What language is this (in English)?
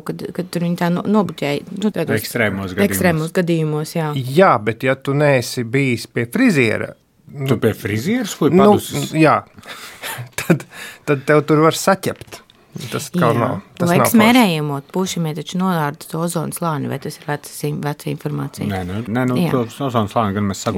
Latvian